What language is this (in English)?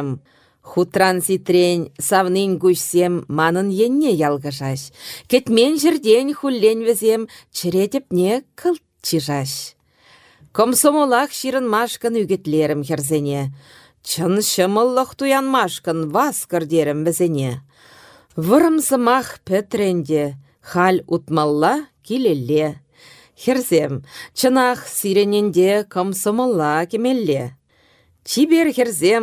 Chuvash